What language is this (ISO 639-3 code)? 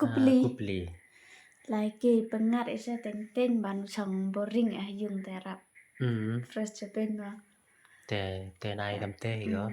kha